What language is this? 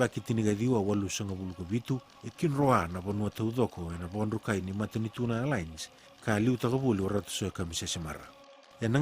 Fijian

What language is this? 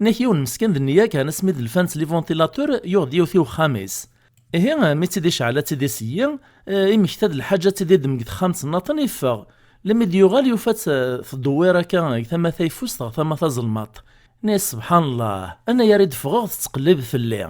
Kabyle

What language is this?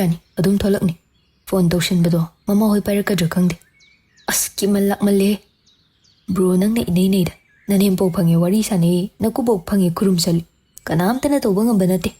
Manipuri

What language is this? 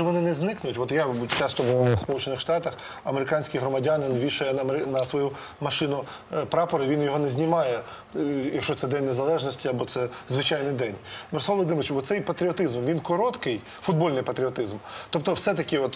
Ukrainian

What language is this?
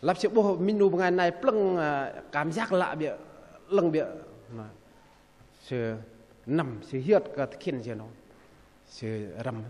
Bahnar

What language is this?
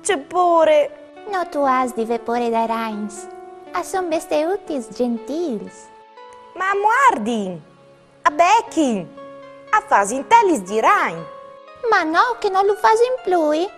Friulian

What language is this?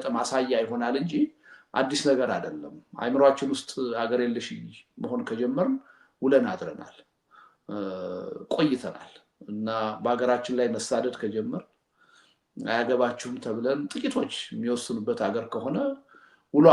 Amharic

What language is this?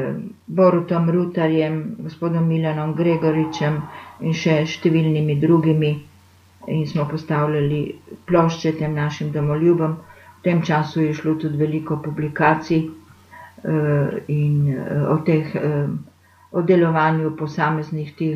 Slovenian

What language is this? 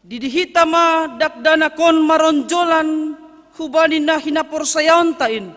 Batak Simalungun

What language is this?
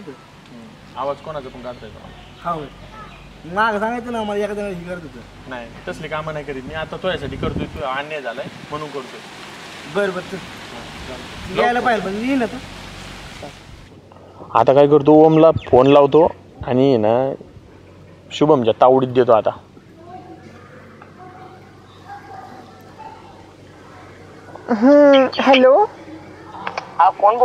Marathi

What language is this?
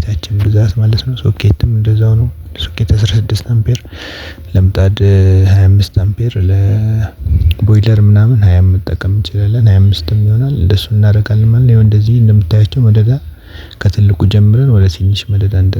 Amharic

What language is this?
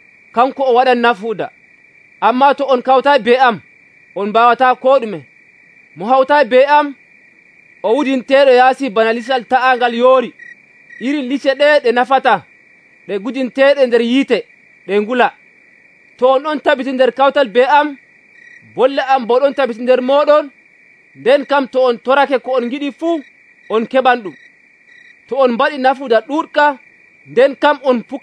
Nigerian Fulfulde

